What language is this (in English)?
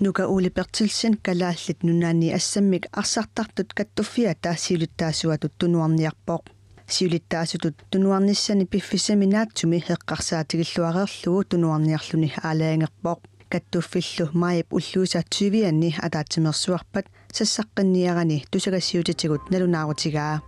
Kalaallisut